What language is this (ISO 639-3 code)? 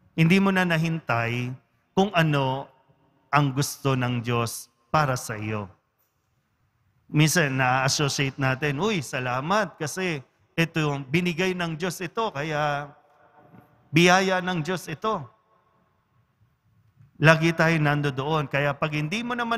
fil